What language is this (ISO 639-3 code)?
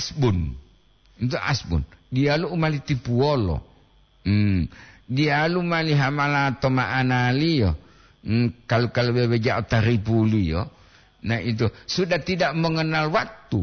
gor